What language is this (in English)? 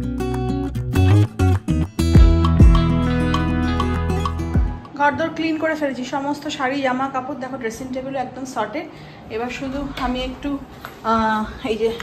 Bangla